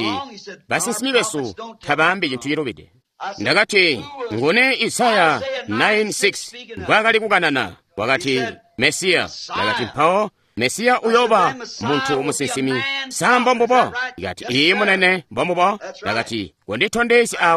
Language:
Tonga (Zambia)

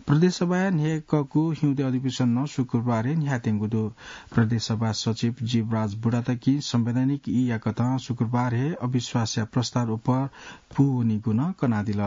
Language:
Newari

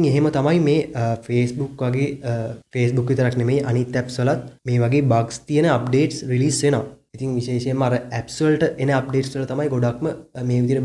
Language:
Sinhala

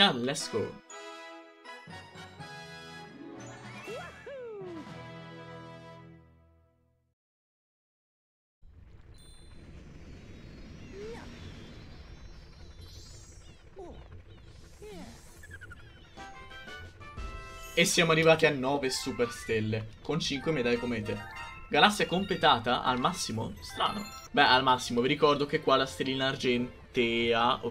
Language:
Italian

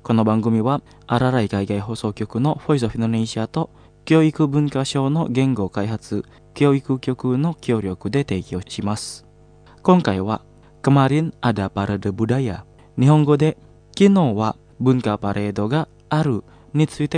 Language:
Japanese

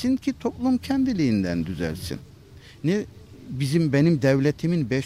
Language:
Turkish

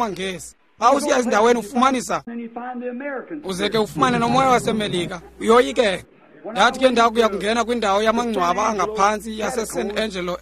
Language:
Xhosa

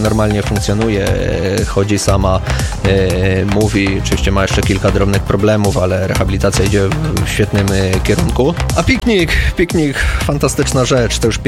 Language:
Polish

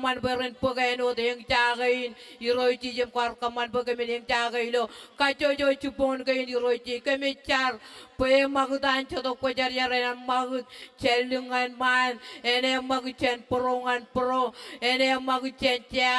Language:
Marshallese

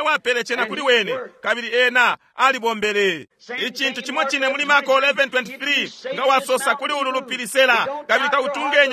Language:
Bemba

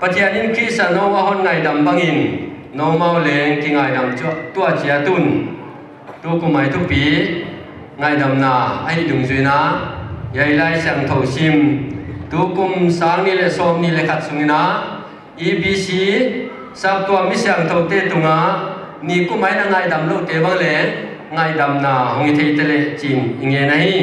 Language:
Paite Chin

